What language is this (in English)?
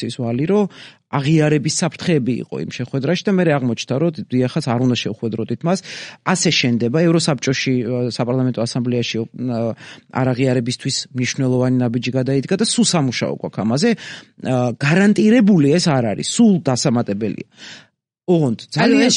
Georgian